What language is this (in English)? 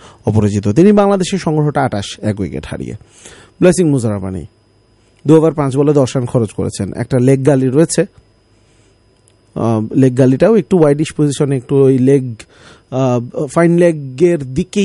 Bangla